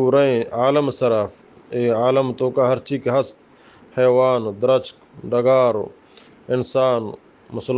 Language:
Eastern Balochi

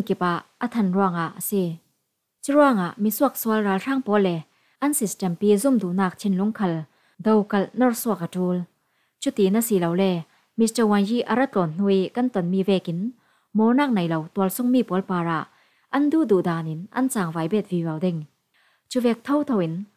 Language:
Falam Chin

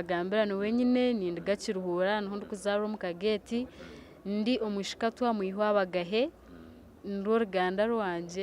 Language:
Nyankole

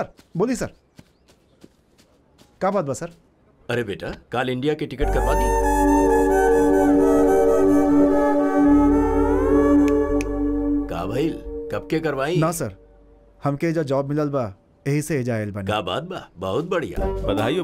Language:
Bhojpuri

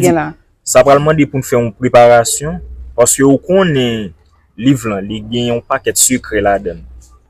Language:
Haitian Creole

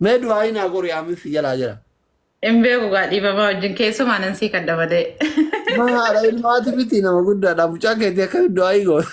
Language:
Oromo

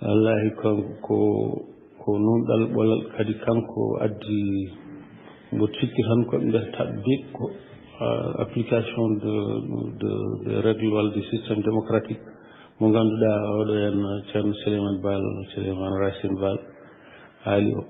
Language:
Fula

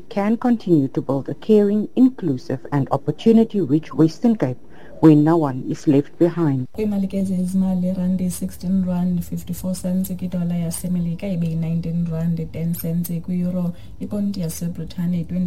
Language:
Xhosa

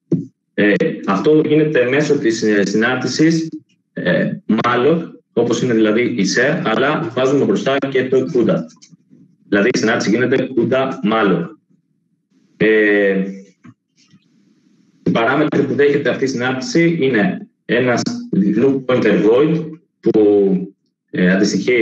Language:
Greek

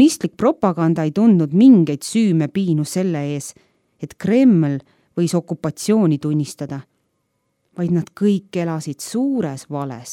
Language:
Estonian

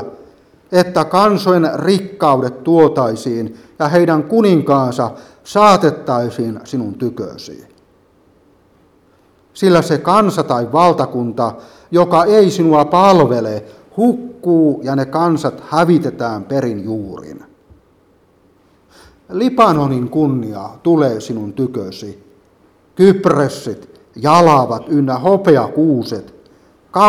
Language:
Finnish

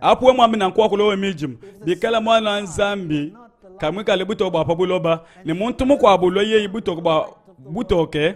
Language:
Luba-Lulua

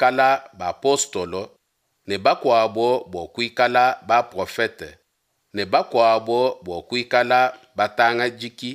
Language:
Luba-Lulua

